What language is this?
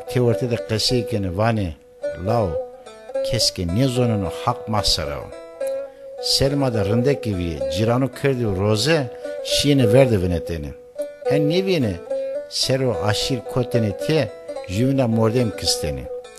Zaza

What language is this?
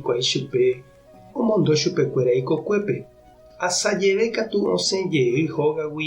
Guarani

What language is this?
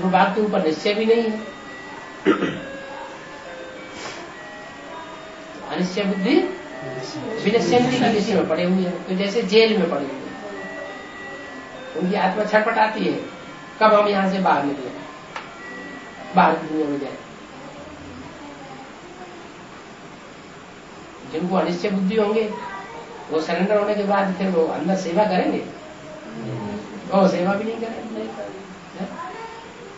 Hindi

